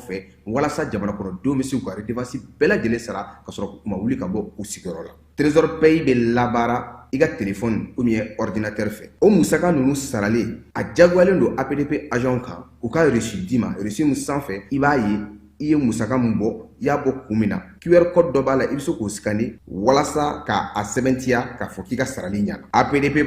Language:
Bambara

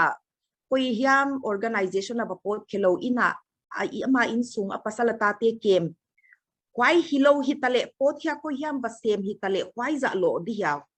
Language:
Paite Chin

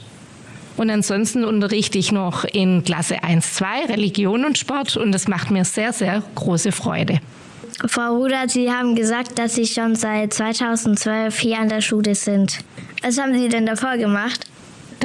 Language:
German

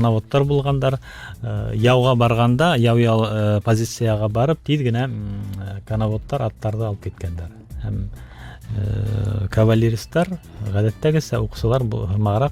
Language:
Bashkir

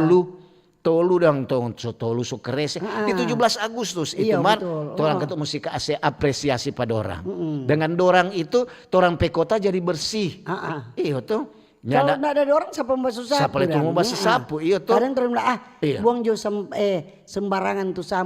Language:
Manado Malay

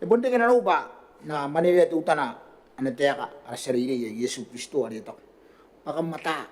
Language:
Gilbertese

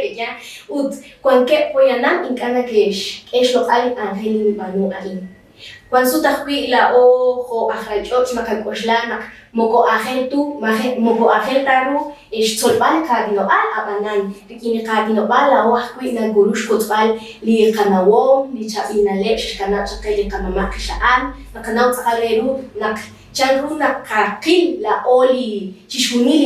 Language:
Kekchí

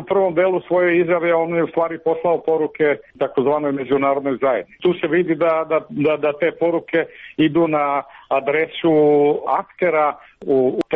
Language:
Serbian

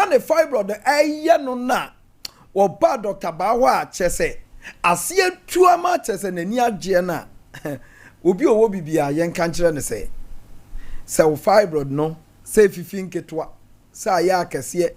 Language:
Akan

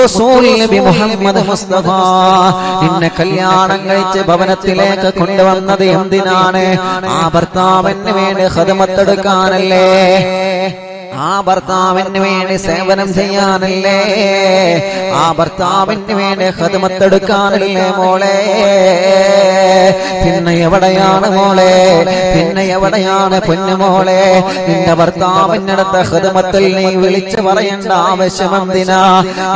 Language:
Malayalam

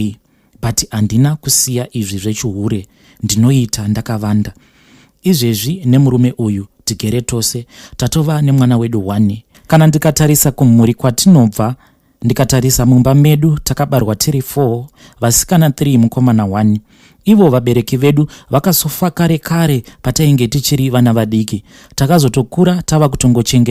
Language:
Shona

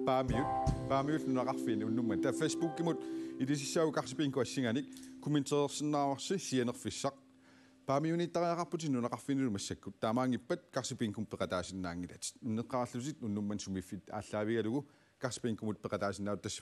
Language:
Kalaallisut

